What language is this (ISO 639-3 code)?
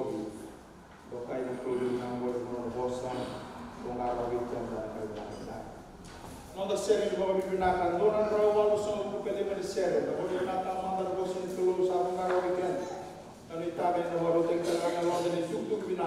fij